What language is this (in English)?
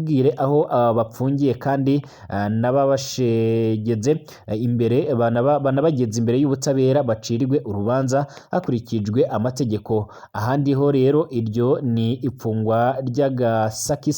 Rundi